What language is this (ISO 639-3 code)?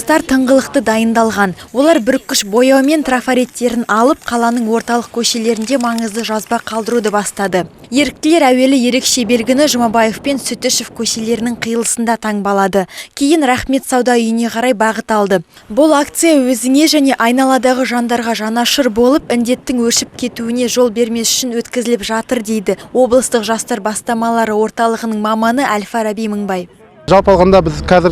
kaz